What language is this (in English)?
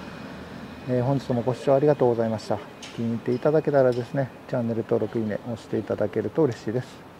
Japanese